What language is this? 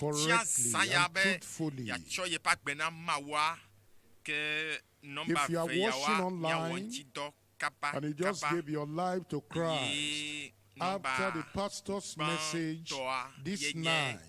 Ewe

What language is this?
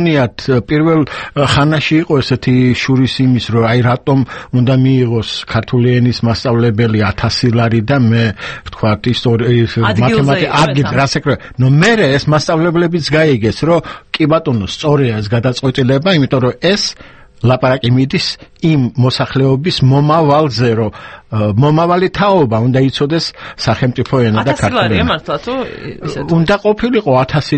Georgian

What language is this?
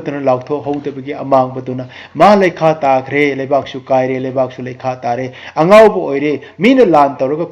Manipuri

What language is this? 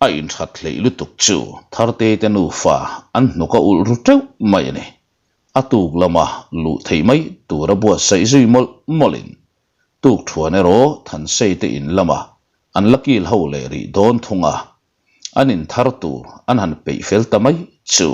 Mizo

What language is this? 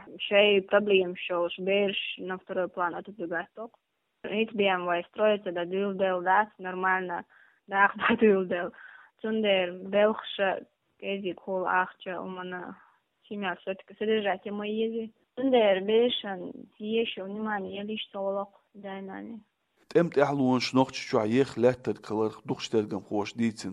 Chechen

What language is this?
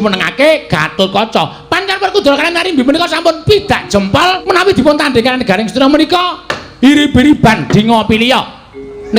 Javanese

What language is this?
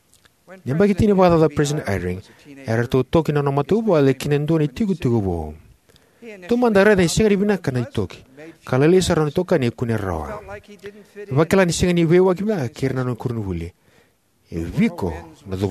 Fijian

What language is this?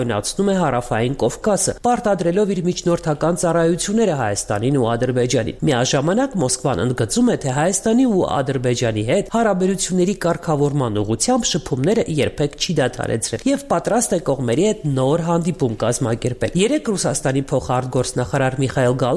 Armenian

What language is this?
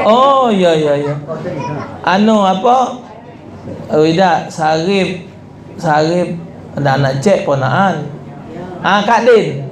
Musi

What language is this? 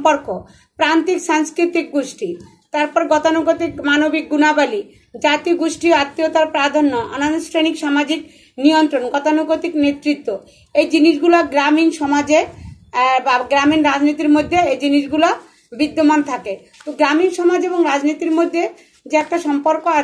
Bangla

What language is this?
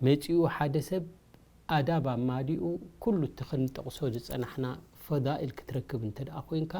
Tigrinya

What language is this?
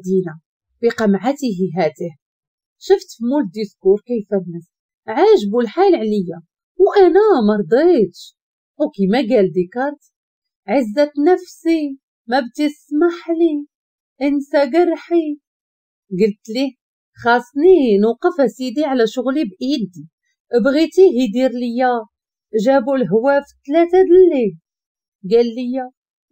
Moroccan Arabic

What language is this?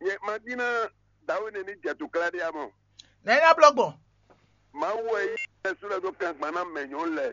Fon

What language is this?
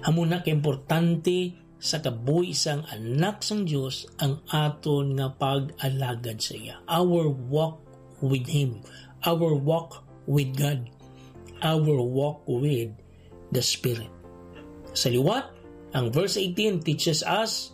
Hiligaynon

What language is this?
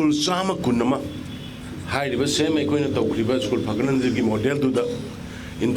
Manipuri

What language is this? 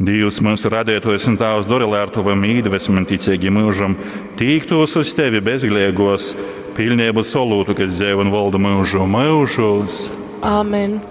Latgalian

